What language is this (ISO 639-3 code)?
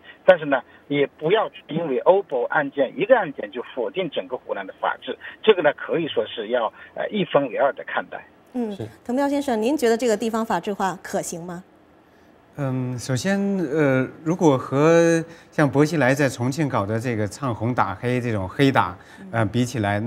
zho